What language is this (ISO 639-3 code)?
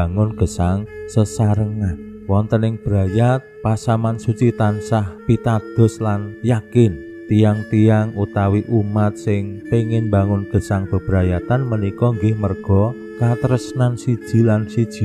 jav